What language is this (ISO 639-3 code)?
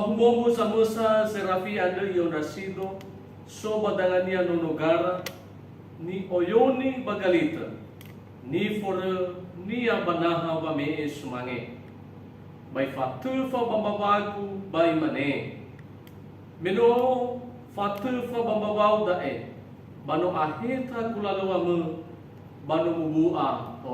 nia